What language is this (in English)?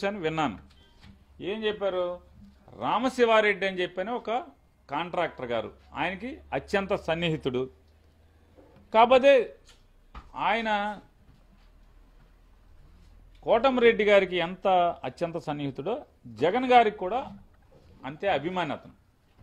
Telugu